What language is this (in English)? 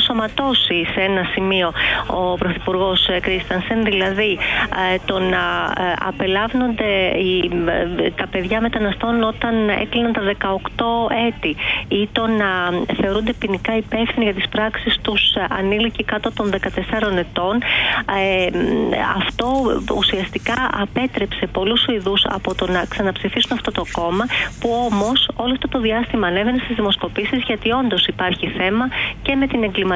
Greek